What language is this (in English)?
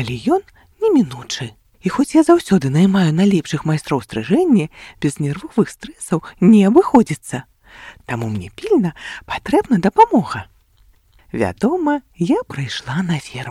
Belarusian